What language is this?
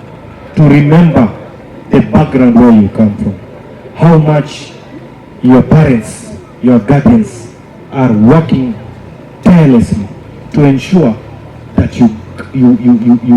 Gusii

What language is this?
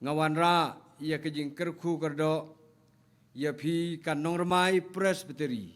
Khasi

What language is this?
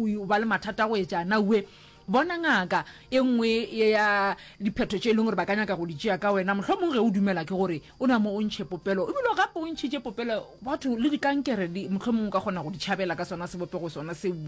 Northern Sotho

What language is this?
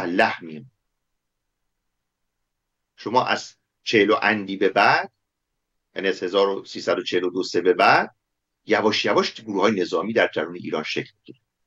Persian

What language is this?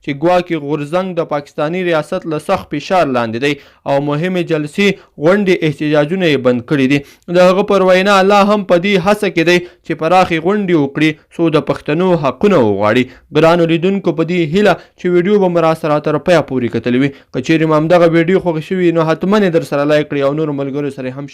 Pashto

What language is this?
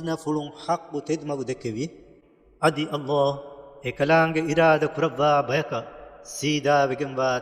Divehi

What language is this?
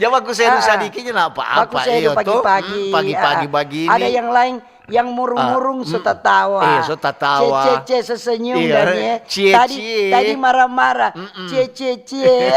Manado Malay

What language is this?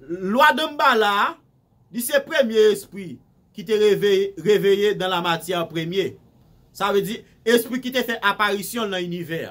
Haitian Creole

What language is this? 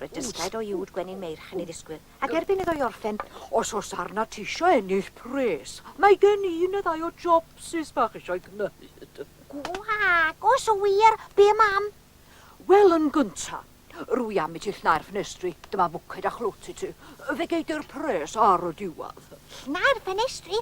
Welsh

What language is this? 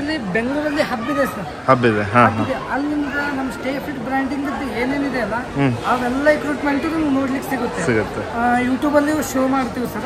Kannada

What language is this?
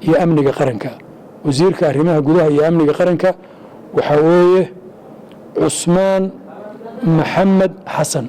Somali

